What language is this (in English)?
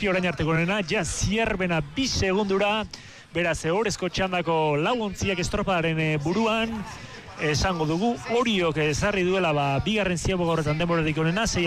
Basque